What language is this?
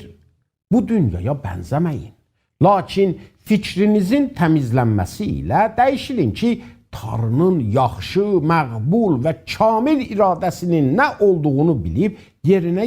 South Azerbaijani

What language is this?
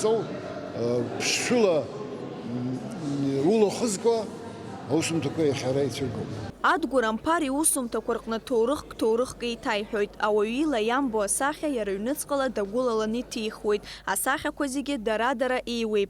Abkhazian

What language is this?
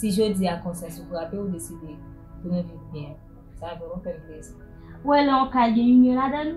Haitian Creole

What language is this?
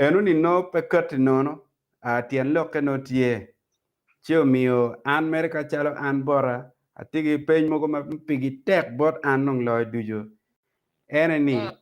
Acoli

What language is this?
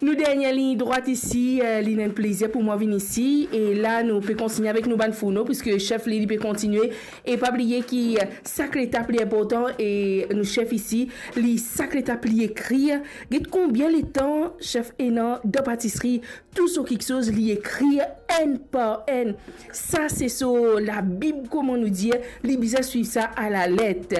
Morisyen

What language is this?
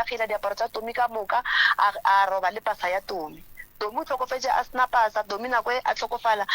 Northern Sotho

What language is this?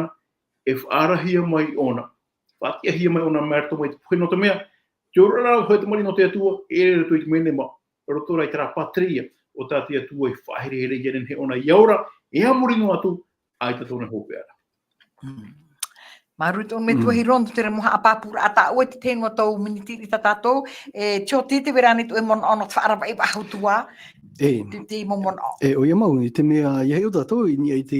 Tahitian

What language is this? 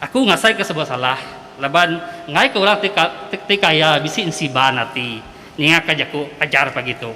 Iban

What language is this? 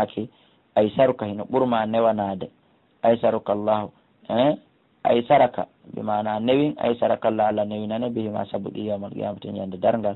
Fula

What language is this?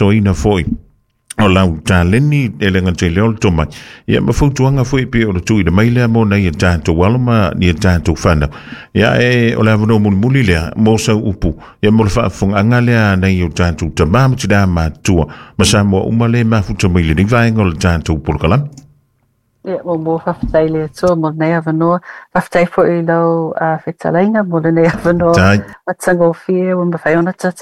Samoan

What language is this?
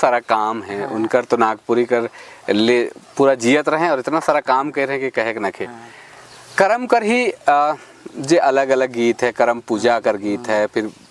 Sadri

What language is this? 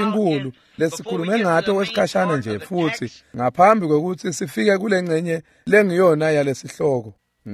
Swati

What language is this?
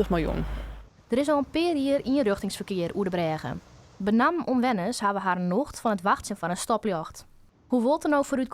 Western Frisian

